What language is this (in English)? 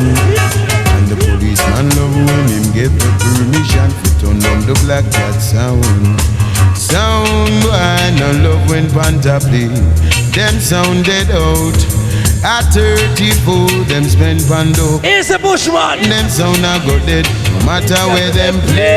Jamaican Creole English